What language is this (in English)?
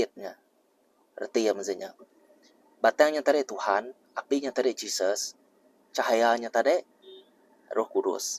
Iban